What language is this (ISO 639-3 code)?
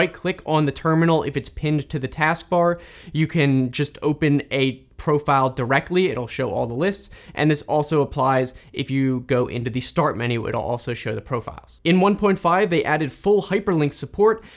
eng